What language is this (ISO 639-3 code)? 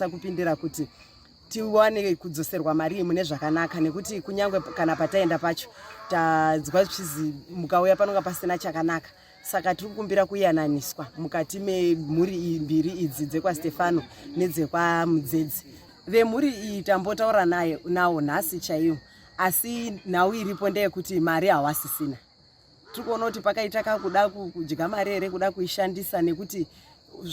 sna